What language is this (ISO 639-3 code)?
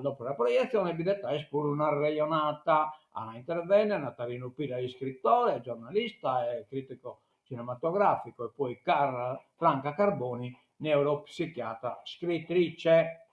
srd